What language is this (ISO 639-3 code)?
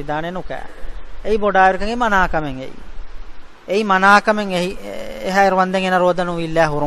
div